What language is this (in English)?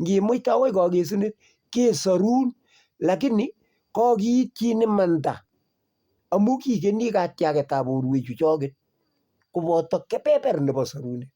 Kalenjin